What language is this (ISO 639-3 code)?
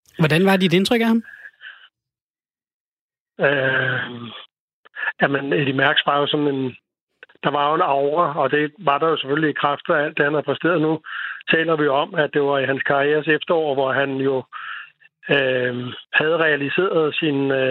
dan